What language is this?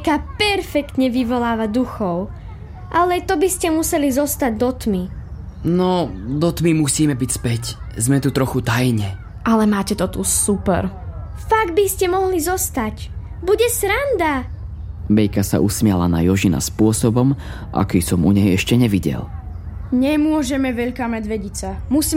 Slovak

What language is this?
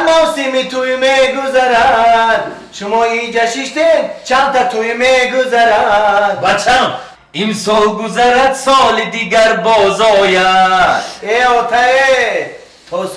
Tajik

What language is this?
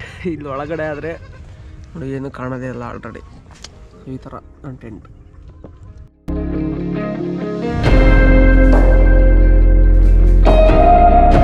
Kannada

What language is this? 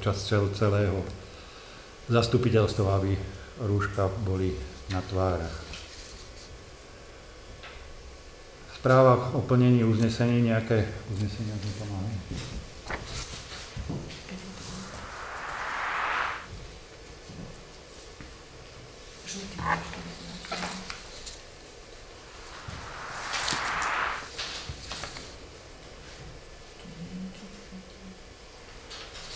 Slovak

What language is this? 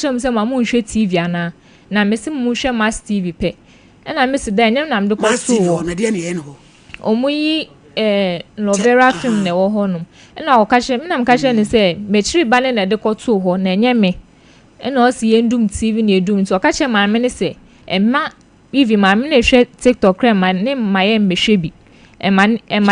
Akan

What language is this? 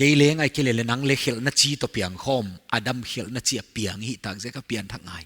Paite Chin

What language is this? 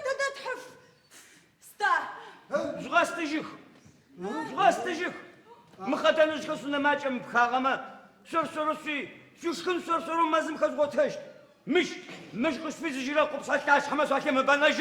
Adyghe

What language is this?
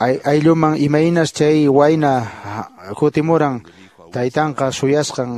Quechua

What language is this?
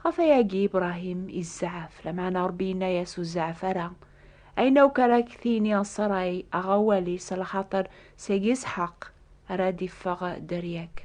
Kabyle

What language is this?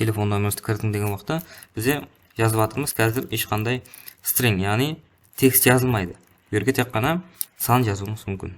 Kara-Kalpak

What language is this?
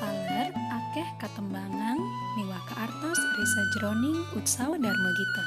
Balinese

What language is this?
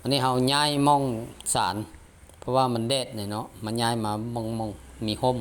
Lao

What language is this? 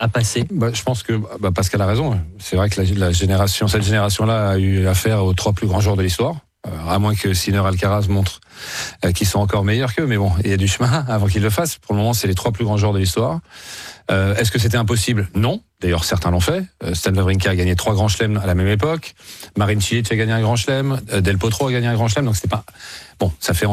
French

